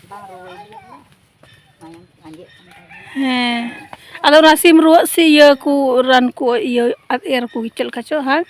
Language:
Santali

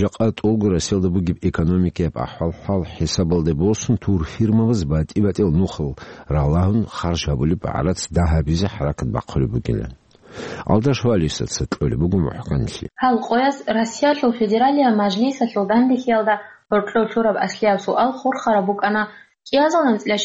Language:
Avaric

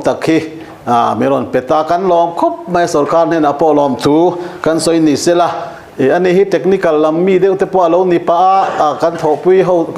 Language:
Mizo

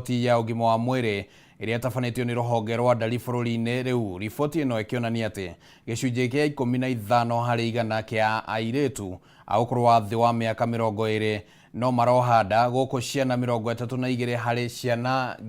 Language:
Kikuyu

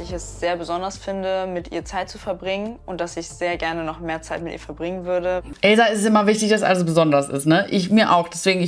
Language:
German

